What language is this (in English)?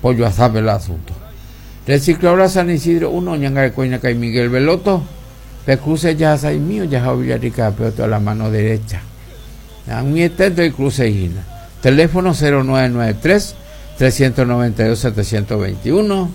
Guarani